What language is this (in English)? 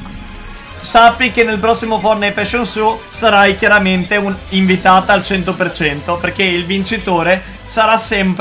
Italian